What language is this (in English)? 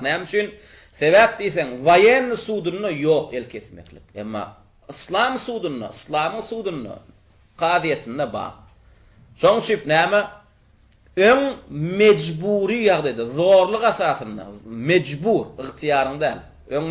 Turkmen